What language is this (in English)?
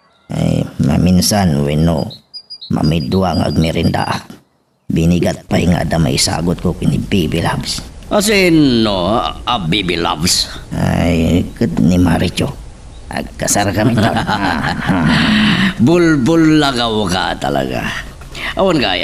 Iloko